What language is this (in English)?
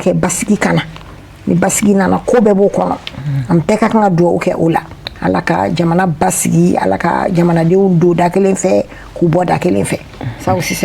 Bambara